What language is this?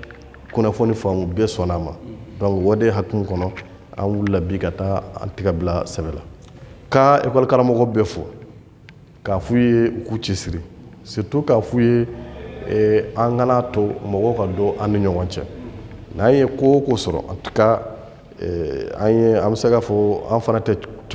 Bambara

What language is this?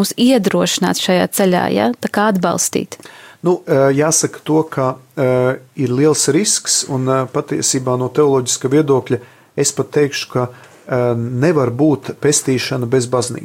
Latvian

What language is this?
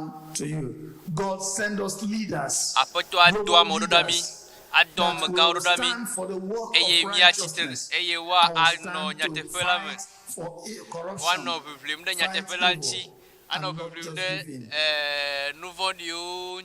Ewe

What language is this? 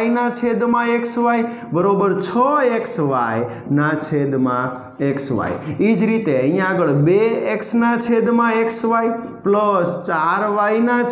Gujarati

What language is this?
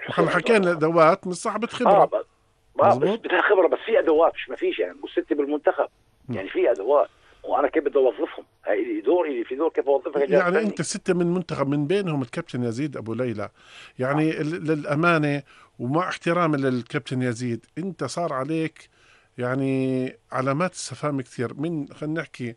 North Levantine Arabic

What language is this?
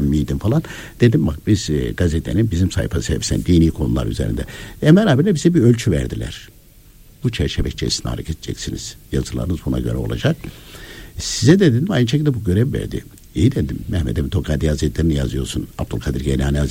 Turkish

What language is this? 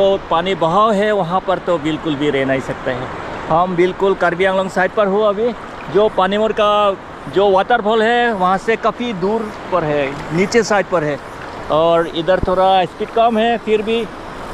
Hindi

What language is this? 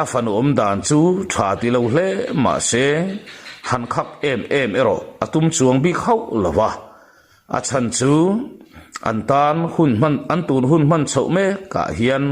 Mizo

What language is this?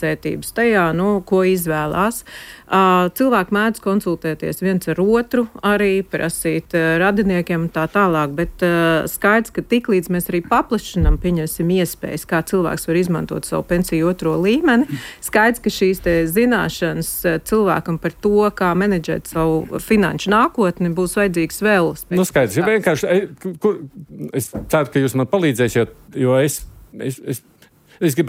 Latvian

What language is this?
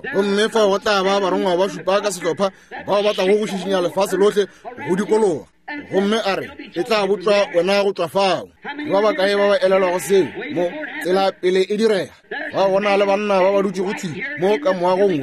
Northern Sotho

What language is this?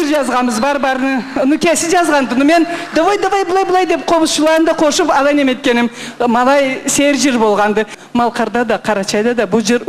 Karachay-Balkar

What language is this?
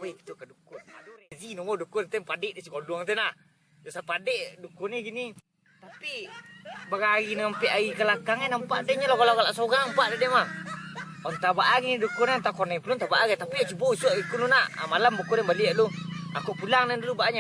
Minangkabau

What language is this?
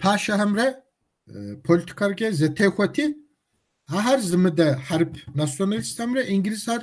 Kabardian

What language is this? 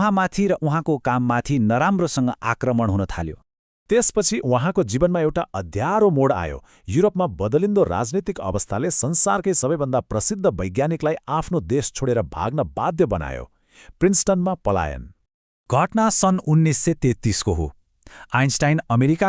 Nepali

